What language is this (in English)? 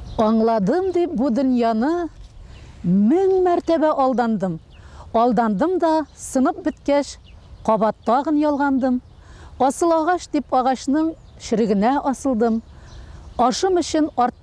Tatar